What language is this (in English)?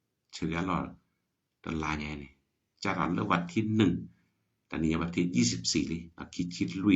S'gaw Karen